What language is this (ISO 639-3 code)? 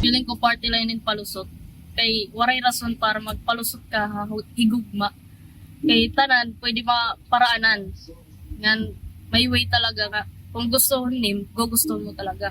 war